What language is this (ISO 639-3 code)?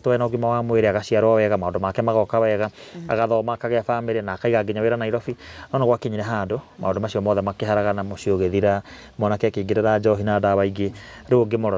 kik